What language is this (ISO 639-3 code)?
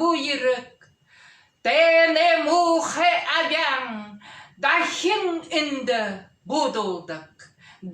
bua